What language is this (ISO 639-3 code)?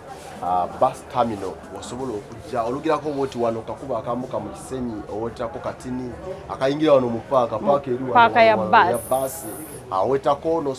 lug